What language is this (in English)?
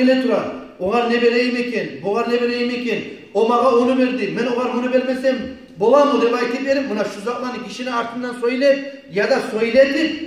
Kumyk